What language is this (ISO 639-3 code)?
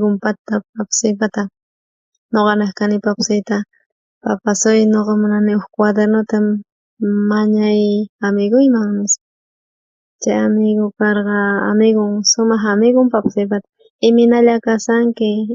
quh